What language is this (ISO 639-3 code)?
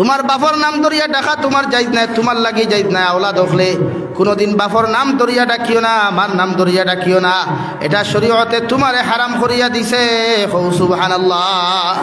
syl